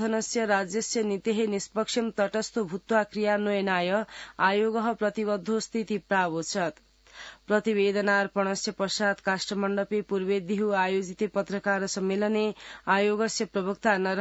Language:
Sanskrit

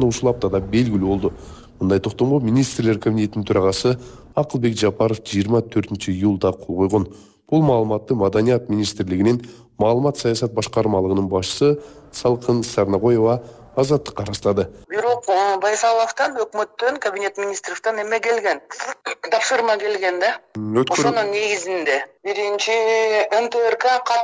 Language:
Kyrgyz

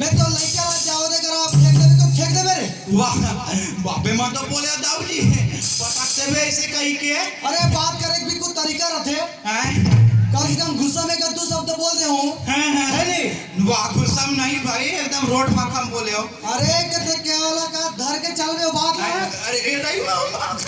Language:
Chhattisgarhi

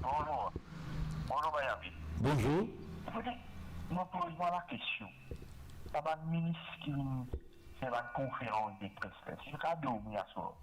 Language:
Morisyen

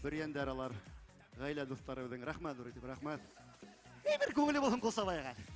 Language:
Bashkir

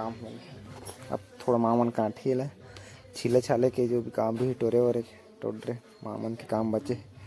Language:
Chhattisgarhi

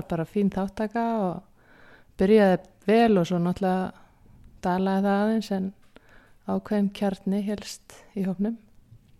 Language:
Icelandic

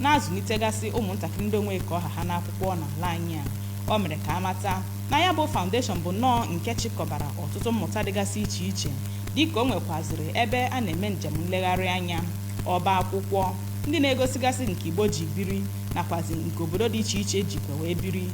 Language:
Igbo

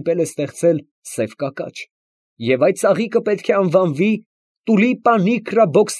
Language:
Armenian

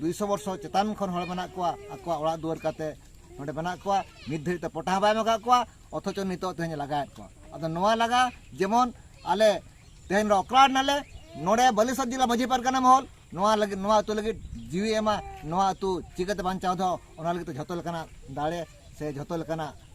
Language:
Santali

